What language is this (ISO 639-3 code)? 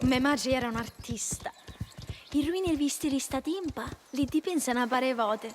scn